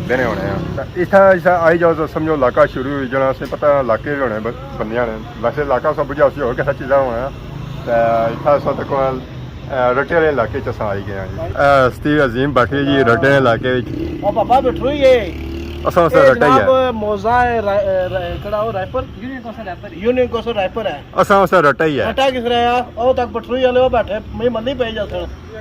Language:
Pahari-Potwari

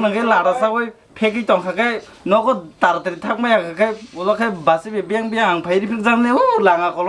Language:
Kok Borok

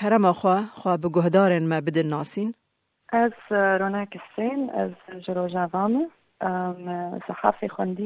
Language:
Kurdish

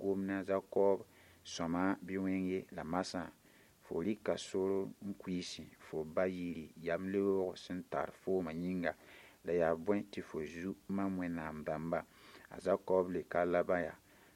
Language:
Mossi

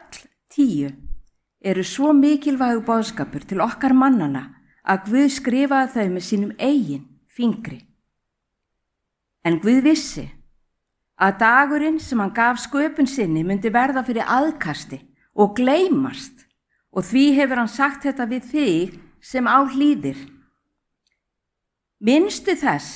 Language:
Icelandic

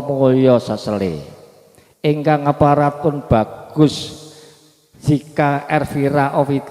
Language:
Javanese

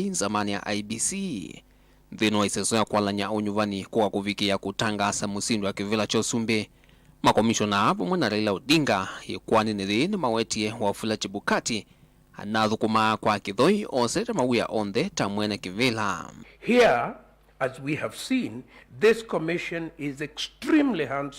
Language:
Kamba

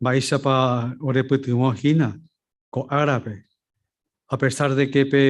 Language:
Guarani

